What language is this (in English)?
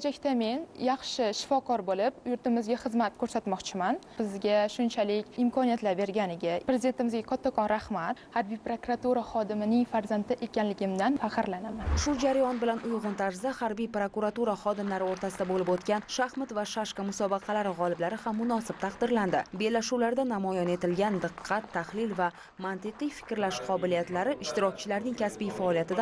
Uzbek